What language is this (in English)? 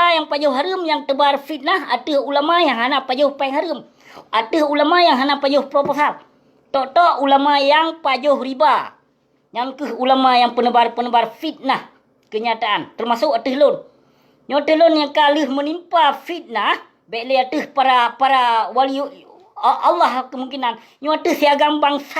Achinese